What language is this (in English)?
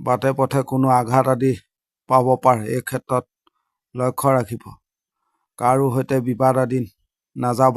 Assamese